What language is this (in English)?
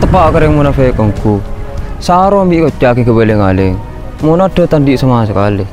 Madurese